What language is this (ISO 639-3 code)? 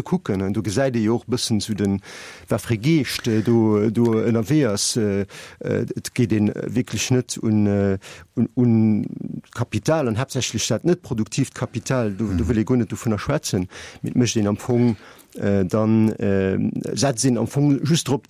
ltz